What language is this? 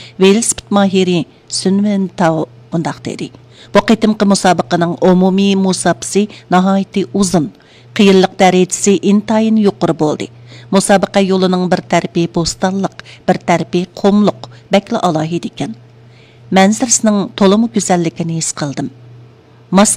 Uyghur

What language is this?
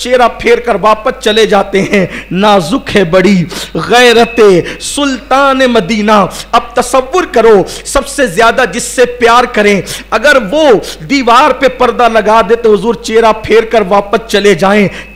Hindi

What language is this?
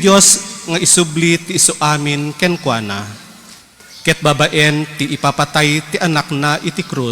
Iloko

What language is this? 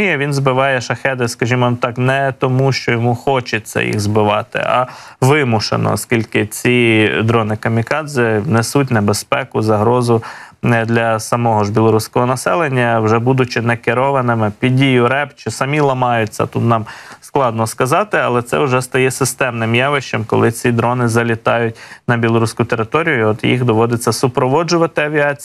Ukrainian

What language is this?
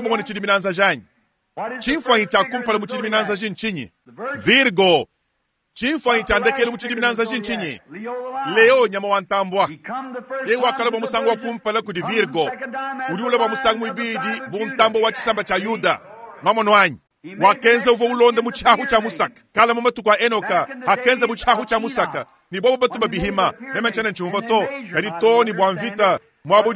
Luba-Lulua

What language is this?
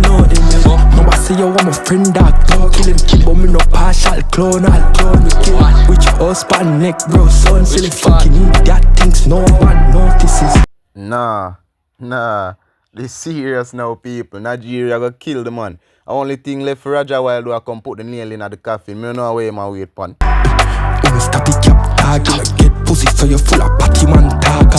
Jamaican Creole English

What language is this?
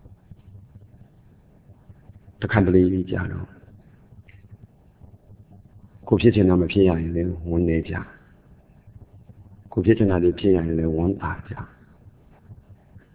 Burmese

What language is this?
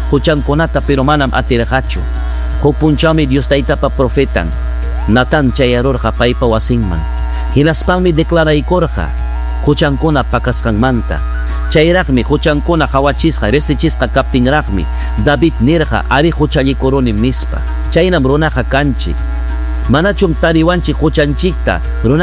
Ayacucho Quechua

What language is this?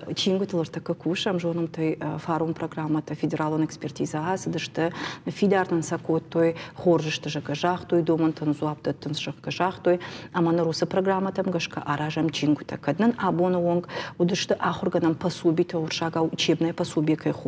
Ossetic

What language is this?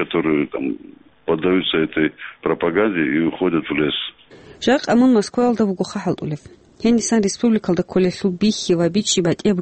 Avaric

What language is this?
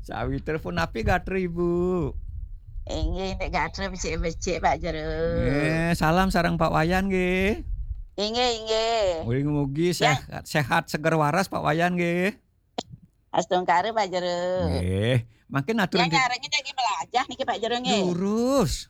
Balinese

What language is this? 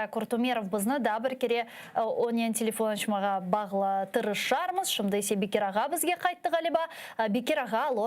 Crimean Tatar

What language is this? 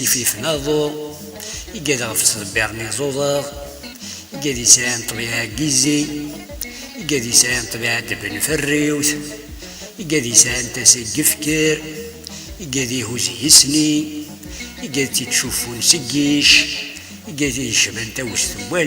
Kabyle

